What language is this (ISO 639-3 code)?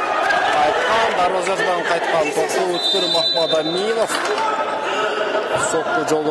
kir